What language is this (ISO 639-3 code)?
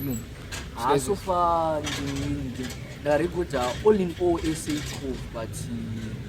sna